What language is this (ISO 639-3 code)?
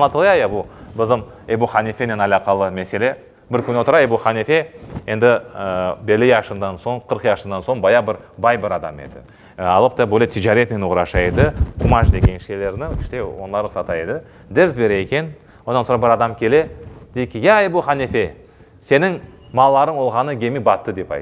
crh